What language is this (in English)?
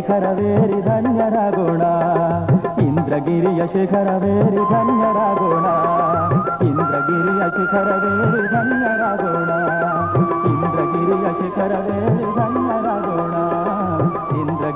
Kannada